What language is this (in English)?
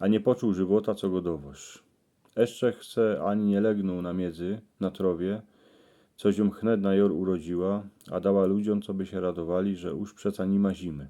Silesian